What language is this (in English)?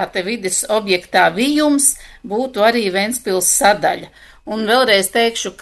Latvian